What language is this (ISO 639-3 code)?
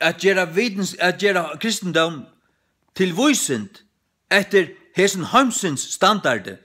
fao